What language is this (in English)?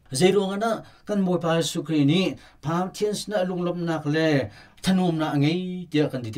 Hakha Chin